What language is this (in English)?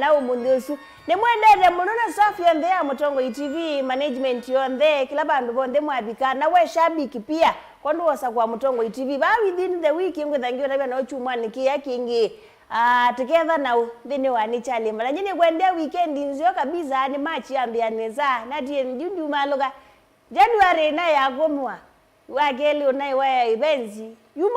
Kamba